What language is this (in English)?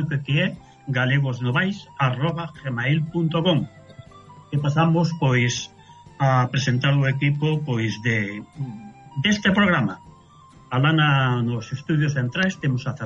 Galician